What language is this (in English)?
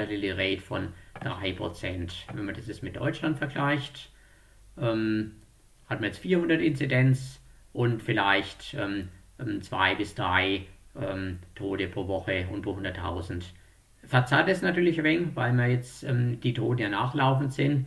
German